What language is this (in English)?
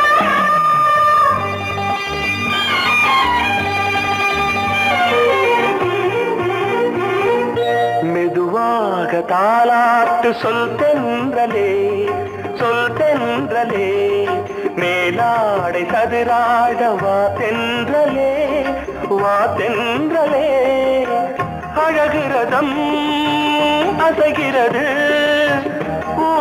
Tamil